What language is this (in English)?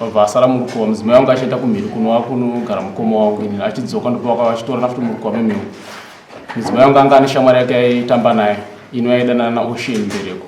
Shona